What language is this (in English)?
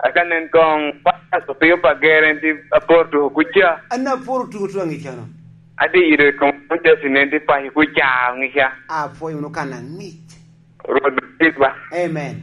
Lango (Uganda)